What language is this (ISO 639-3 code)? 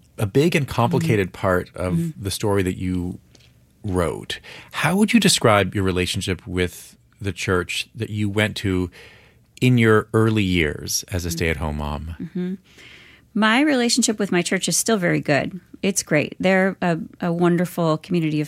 eng